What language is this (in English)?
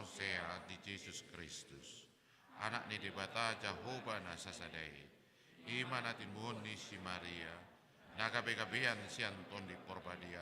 Batak Toba